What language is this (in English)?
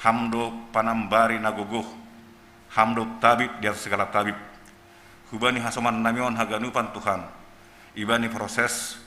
Batak Simalungun